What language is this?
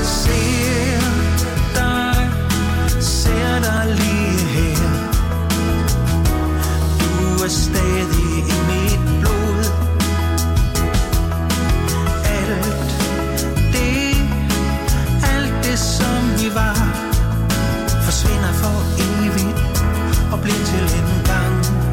Danish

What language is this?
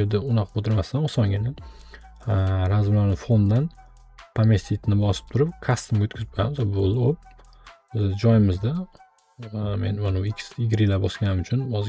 Uzbek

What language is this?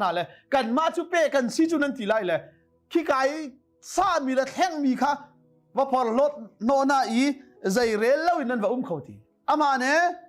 Hakha Chin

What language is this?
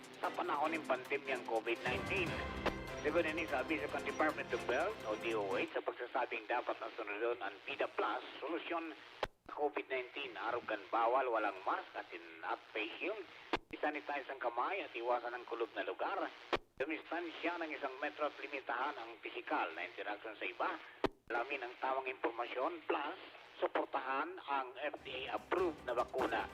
Bikol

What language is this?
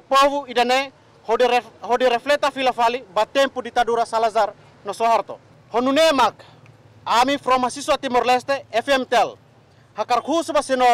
Tetum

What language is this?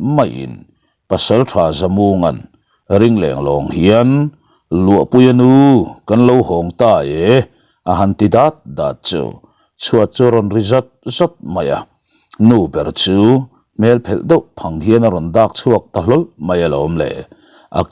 Mizo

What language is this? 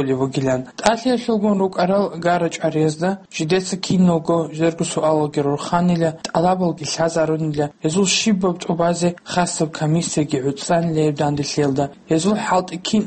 Avaric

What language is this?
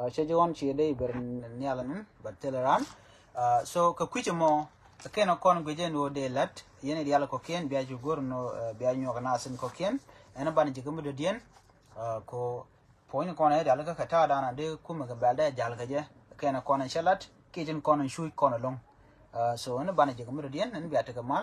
Nuer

